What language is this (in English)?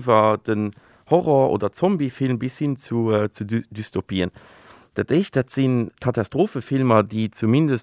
Luxembourgish